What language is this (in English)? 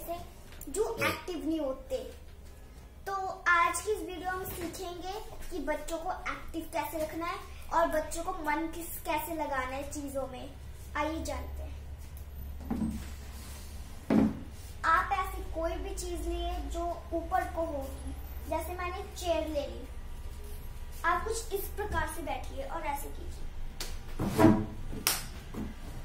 Hindi